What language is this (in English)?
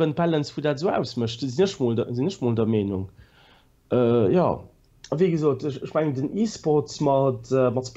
Luxembourgish